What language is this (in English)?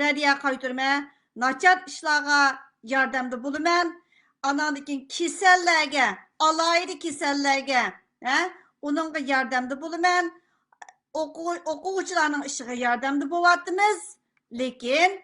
Uyghur